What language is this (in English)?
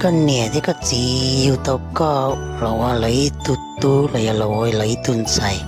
Hmong